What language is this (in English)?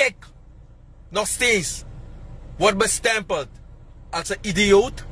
Sranan Tongo